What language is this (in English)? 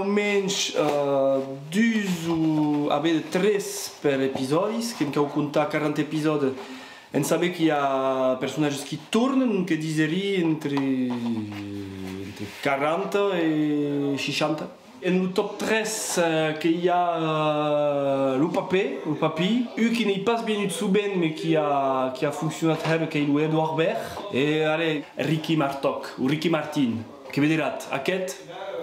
Occitan